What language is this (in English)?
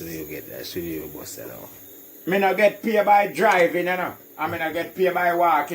Jamaican Creole English